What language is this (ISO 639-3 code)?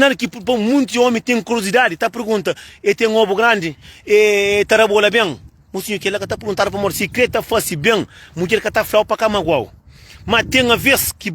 kea